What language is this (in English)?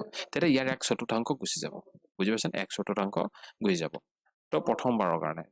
Assamese